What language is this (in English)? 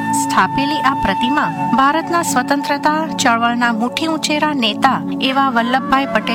Gujarati